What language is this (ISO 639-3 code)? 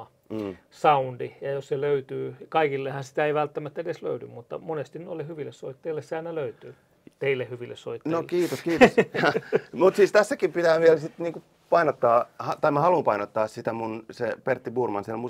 fin